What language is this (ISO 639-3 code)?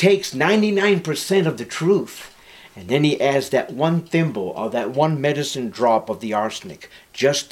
eng